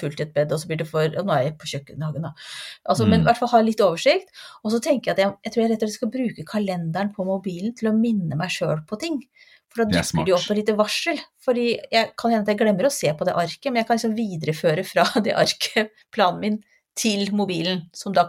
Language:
Norwegian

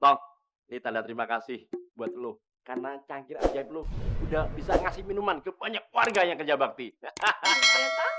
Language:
Betawi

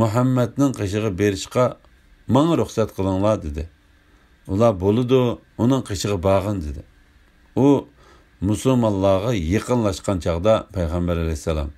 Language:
Uyghur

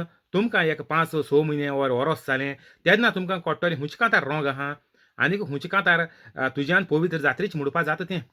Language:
Konkani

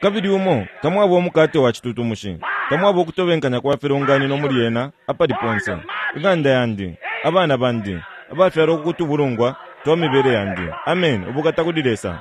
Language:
Bemba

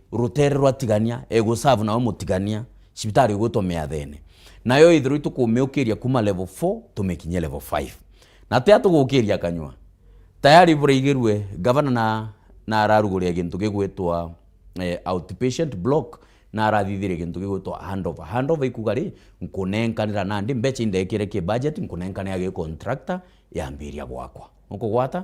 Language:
Meru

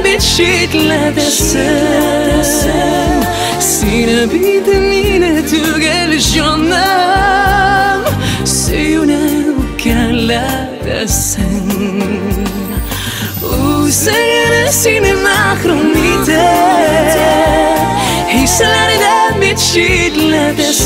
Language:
Tatar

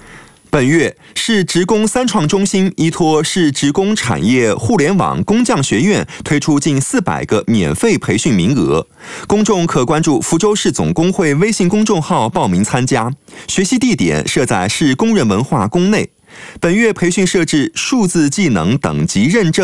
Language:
Chinese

